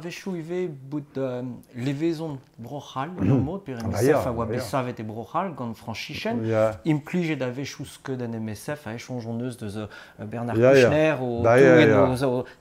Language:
Breton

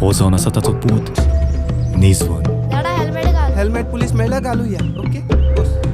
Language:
Konkani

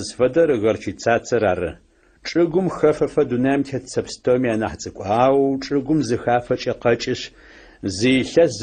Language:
Adyghe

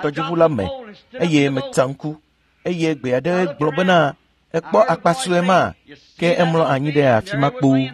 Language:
Ewe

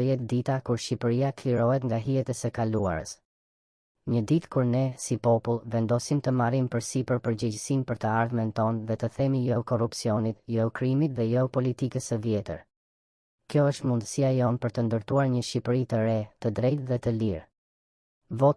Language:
Albanian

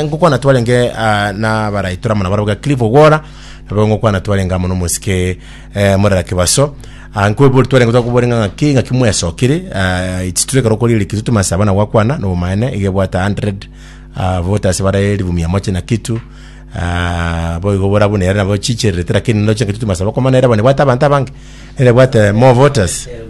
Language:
Gusii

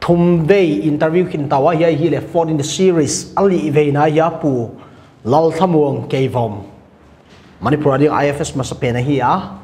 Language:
Paite Chin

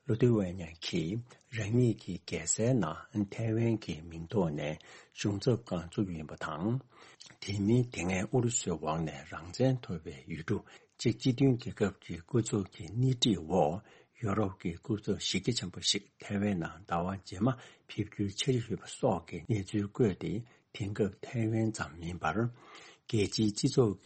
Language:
Tibetan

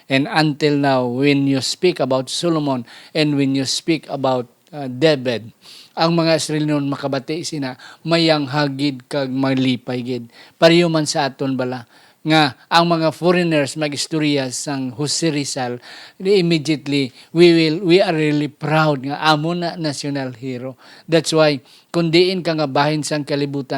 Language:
Hiligaynon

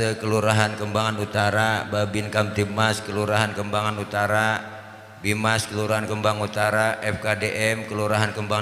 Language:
Betawi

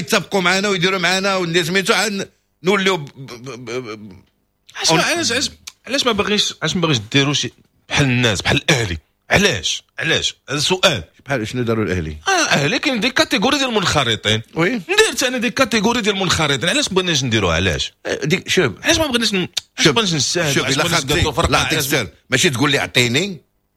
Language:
Moroccan Arabic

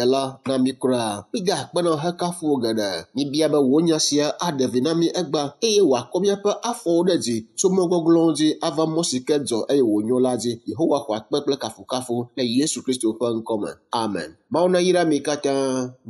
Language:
Ewe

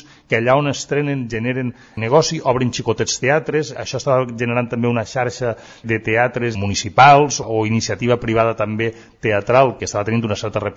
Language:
Catalan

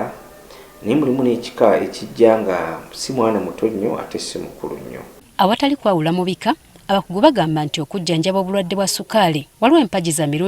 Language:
Ganda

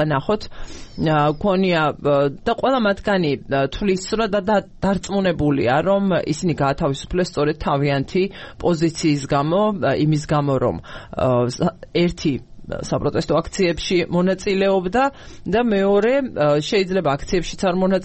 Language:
Georgian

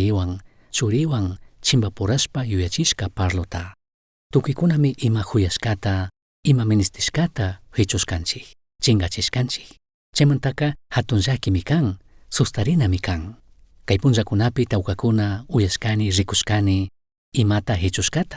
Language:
Chimborazo Highland Quichua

